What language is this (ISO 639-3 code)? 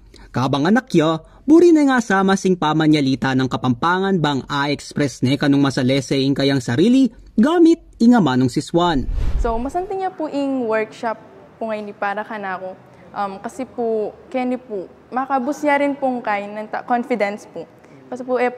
pam